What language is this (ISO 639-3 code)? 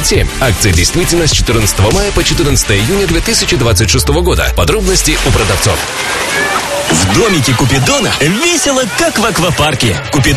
rus